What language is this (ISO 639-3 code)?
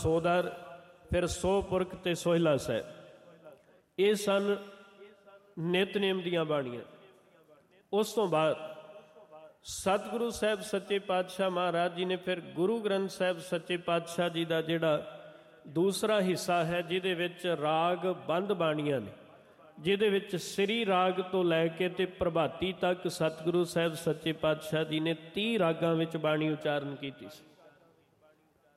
pan